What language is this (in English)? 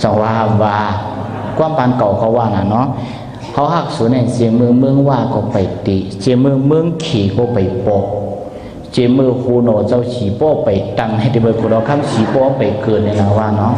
Shan